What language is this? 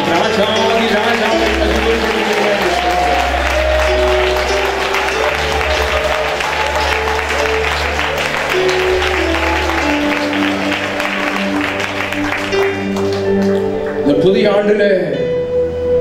Tamil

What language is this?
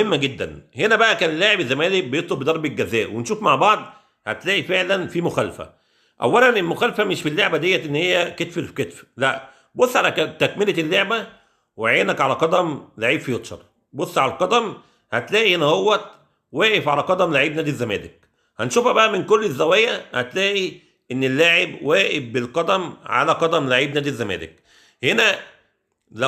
Egyptian Arabic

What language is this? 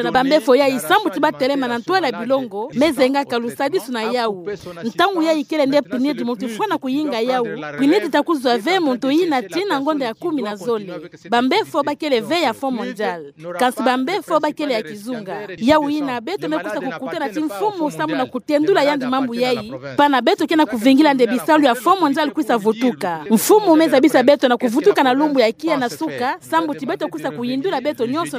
Kituba (Democratic Republic of Congo)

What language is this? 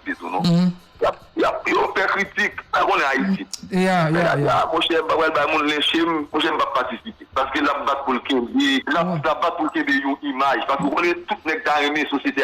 Haitian Creole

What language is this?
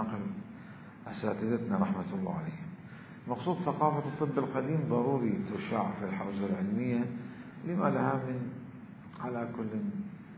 Mesopotamian Arabic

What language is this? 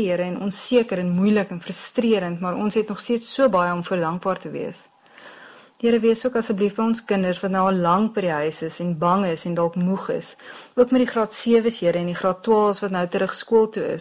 Afrikaans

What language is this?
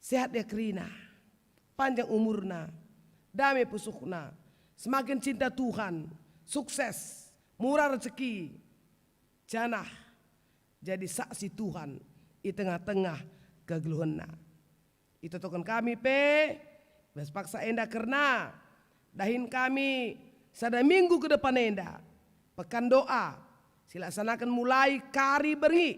Batak Karo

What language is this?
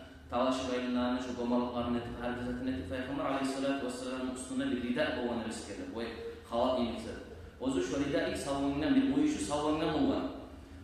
Kumyk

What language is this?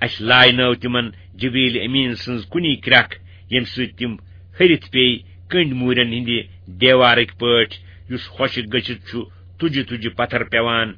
Kashmiri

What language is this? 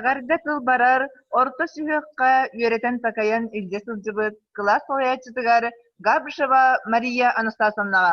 Yakut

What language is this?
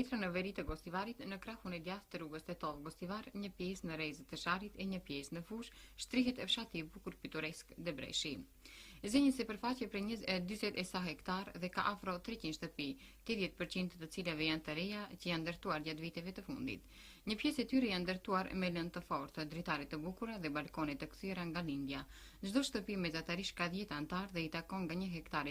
Albanian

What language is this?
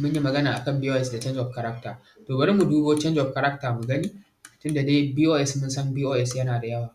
Hausa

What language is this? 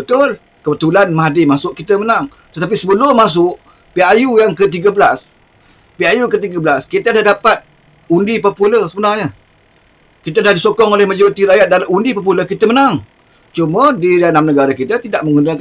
Malay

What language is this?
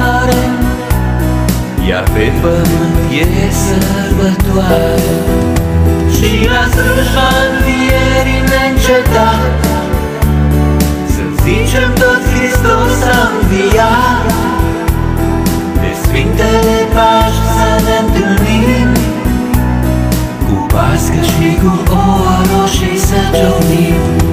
Romanian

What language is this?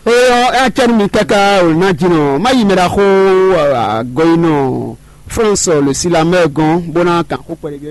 Fon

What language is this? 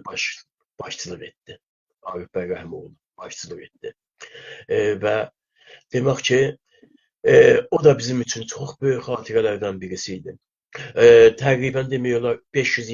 South Azerbaijani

